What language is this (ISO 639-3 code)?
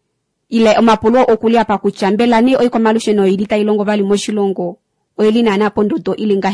kua